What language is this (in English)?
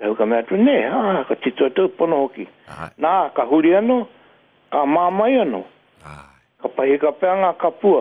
Māori